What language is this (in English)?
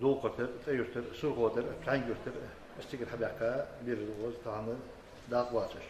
Ingush